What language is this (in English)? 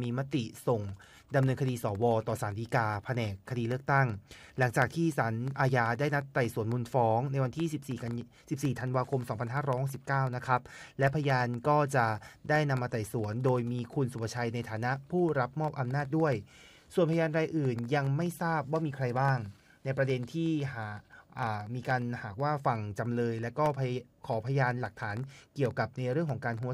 Thai